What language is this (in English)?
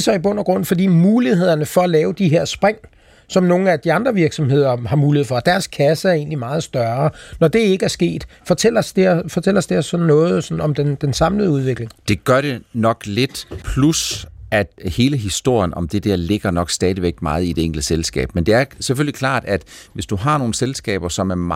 Danish